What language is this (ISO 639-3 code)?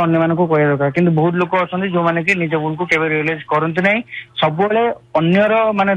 ori